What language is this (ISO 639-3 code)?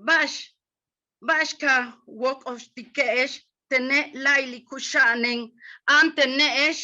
yua